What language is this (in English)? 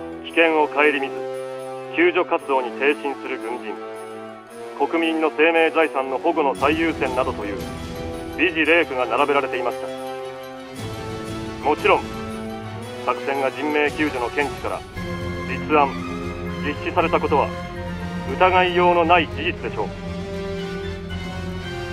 Japanese